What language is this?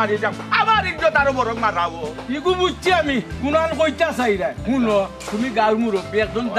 Sylheti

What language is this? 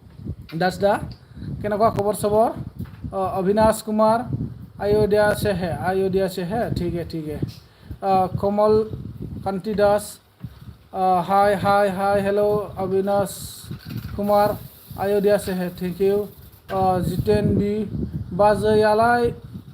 Bodo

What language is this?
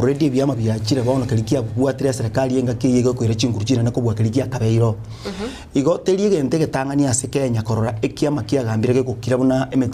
Gusii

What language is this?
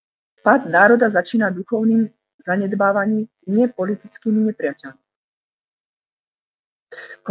Slovak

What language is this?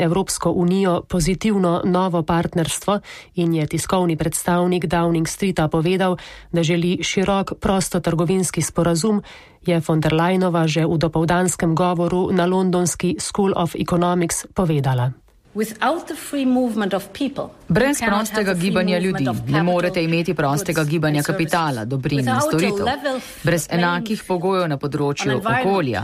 Slovenian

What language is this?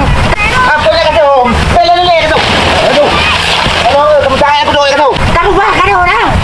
Achinese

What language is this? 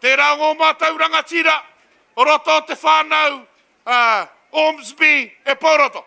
Māori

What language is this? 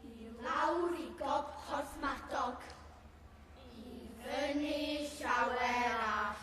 Welsh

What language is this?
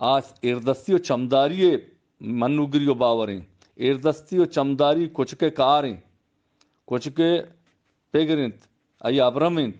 Eastern Balochi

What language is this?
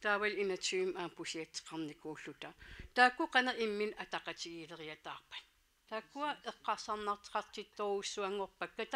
Kalaallisut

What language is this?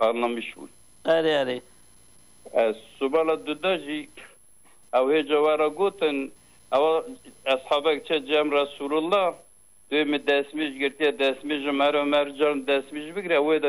Kurdish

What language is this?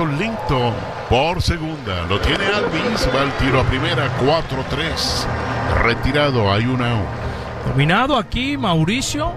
Spanish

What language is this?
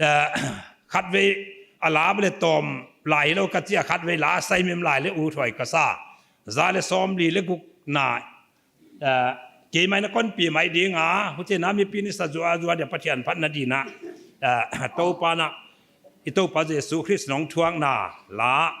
Paite Chin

